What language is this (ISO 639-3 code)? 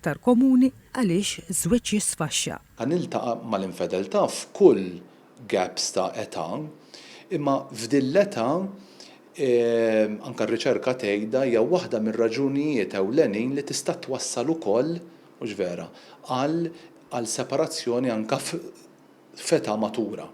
mlt